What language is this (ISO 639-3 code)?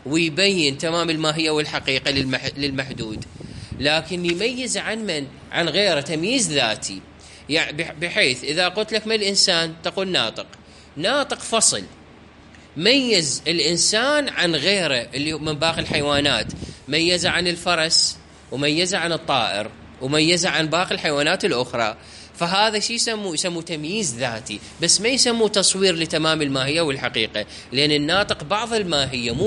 acm